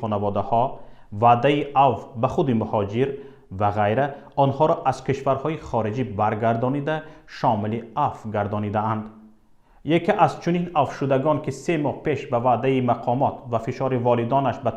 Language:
Tajik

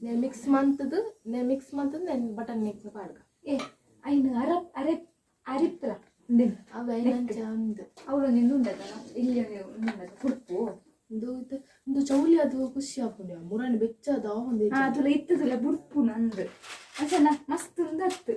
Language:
Tulu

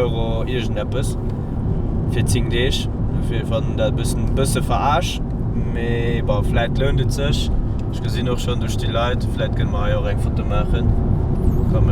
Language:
Luxembourgish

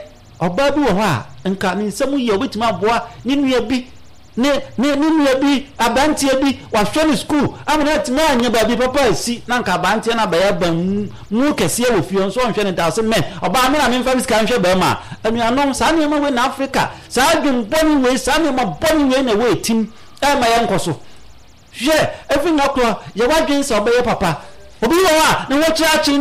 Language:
Akan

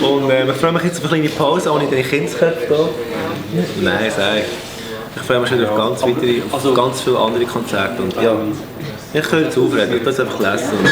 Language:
Swiss German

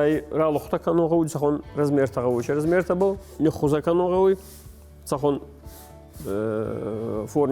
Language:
Ossetic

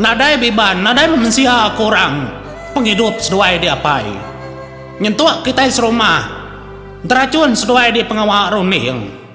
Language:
Iban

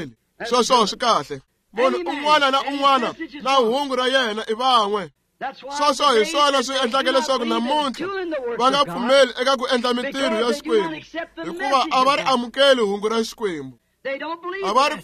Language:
Tsonga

